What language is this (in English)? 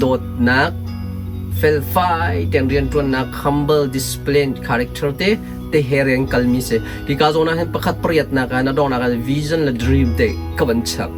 Hakha Chin